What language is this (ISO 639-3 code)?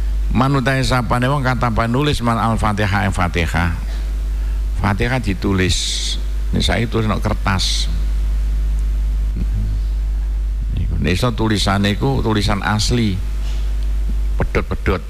jav